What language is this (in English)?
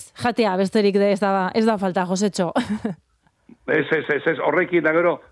Basque